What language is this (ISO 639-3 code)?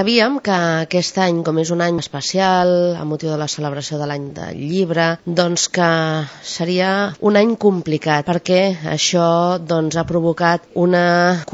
cat